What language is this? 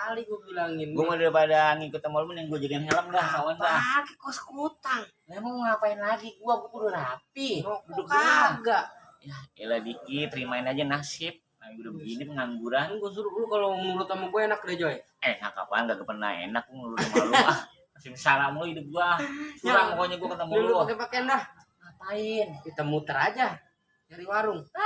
Betawi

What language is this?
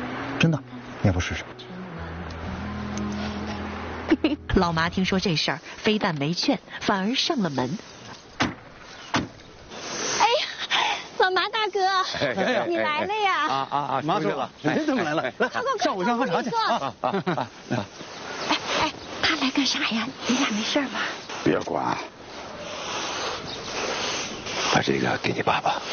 Chinese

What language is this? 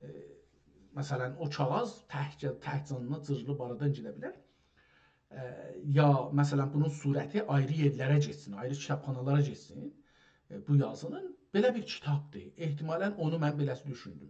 South Azerbaijani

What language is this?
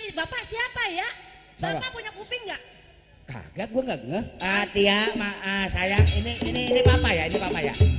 Betawi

